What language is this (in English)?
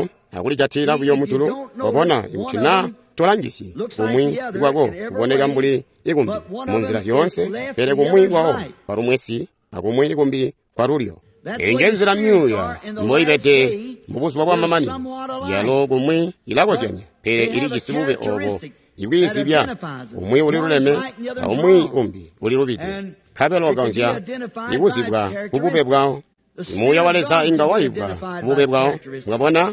Tonga (Zambia)